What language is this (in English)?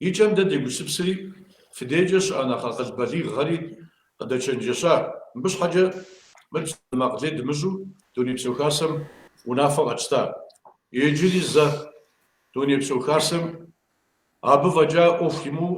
Kabardian